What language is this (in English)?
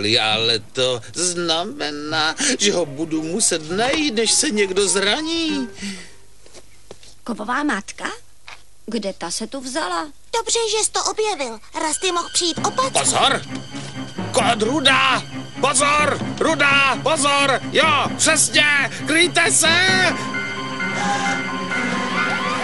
Czech